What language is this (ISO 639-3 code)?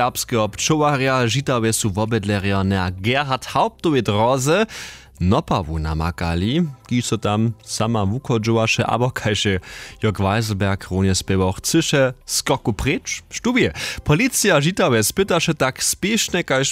hsb